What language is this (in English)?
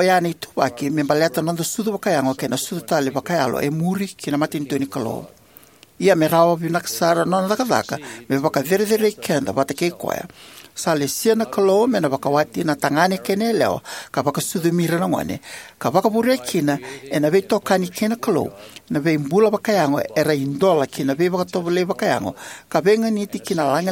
Fijian